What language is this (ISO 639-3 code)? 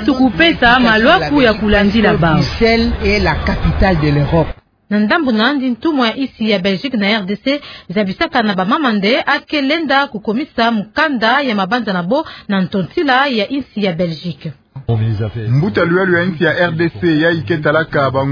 ktu